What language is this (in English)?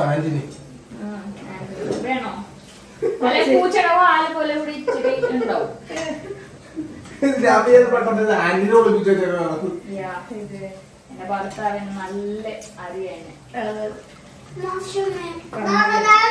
Malayalam